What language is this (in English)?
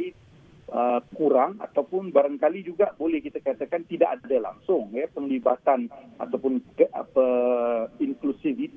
Malay